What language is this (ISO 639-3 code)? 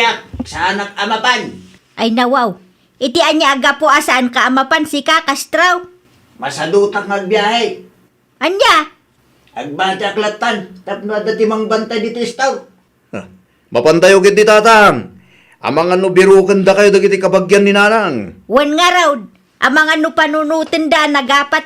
ilo